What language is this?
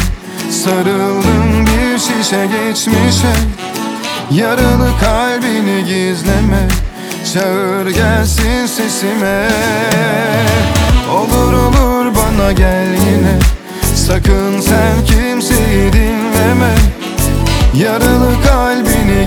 Turkish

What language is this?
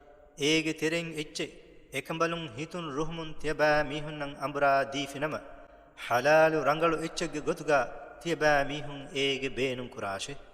Divehi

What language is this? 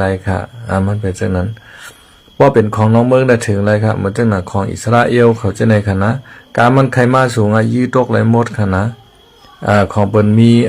Shan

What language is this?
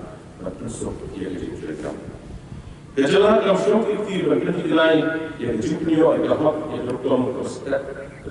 Khasi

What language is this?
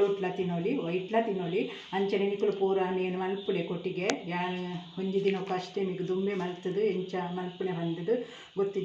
Tulu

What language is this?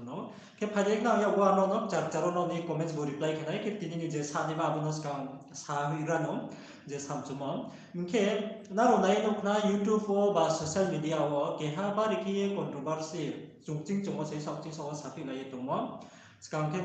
Riang (India)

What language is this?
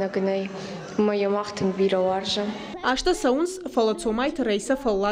Ossetic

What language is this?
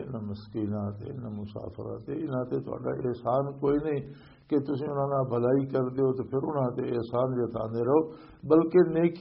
Western Panjabi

